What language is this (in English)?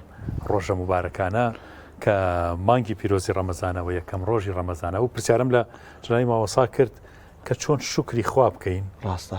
Central Kurdish